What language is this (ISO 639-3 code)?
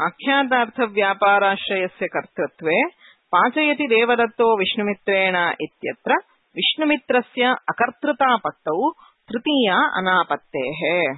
san